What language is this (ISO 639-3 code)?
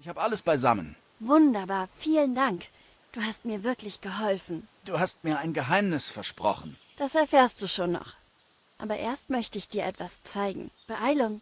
bar